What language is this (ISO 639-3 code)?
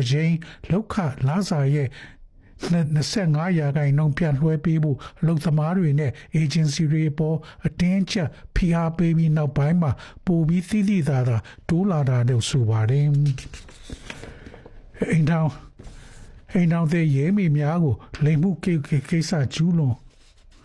mya